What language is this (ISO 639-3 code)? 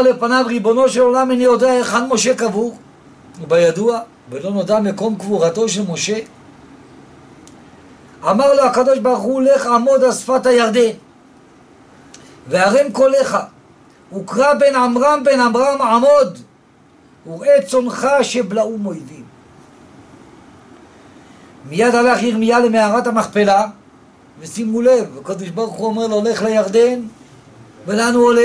heb